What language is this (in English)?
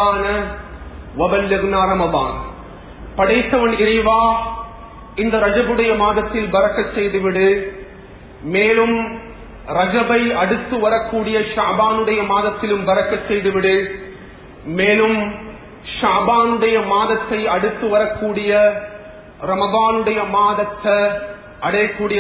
Tamil